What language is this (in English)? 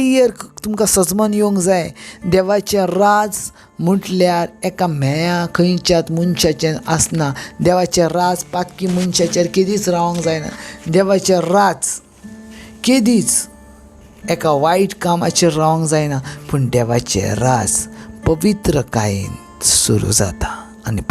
Konkani